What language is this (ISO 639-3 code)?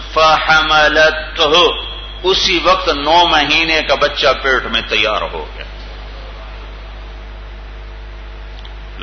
urd